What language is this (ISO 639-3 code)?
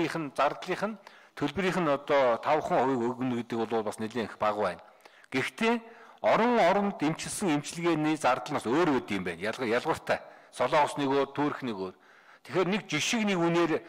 mon